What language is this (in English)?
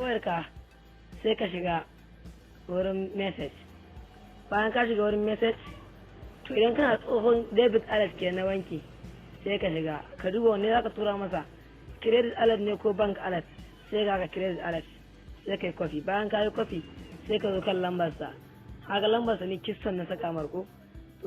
Hausa